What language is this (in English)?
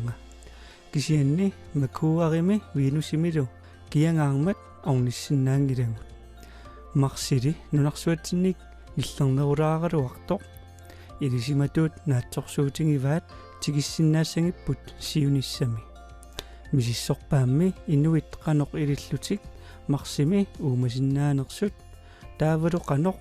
Kalaallisut